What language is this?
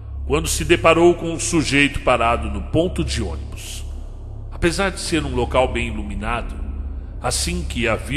Portuguese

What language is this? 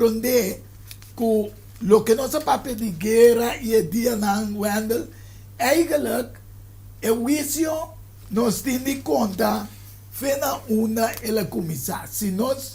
Papiamento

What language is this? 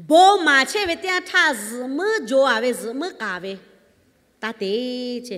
Lahu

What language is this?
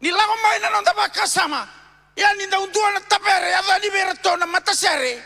Fijian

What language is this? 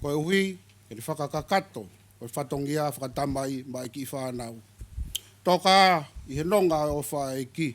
Tongan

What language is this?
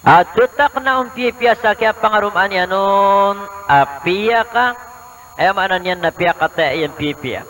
Maranao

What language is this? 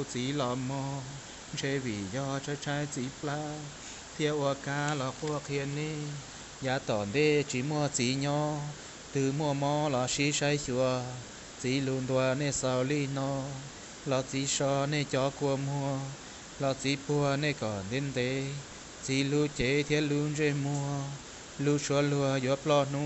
Hmong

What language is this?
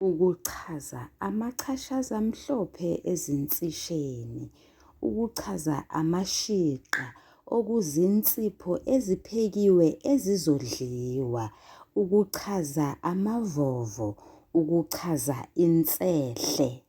Zulu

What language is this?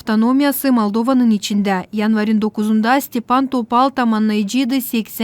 Gagauz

